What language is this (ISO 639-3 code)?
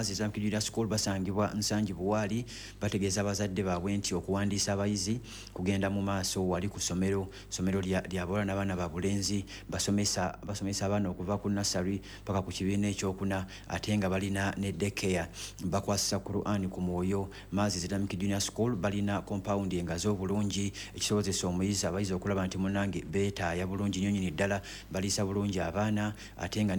lug